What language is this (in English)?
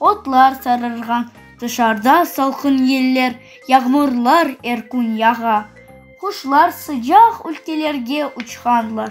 Crimean Tatar